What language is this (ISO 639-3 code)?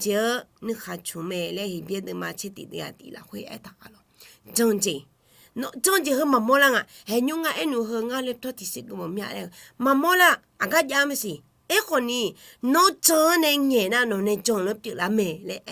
ahk